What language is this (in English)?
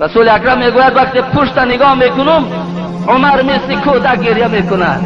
Tajik